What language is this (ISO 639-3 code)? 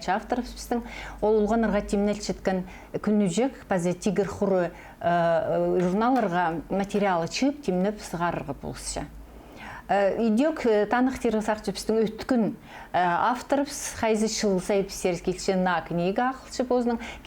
kjh